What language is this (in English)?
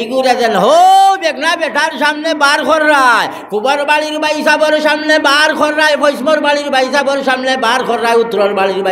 Sylheti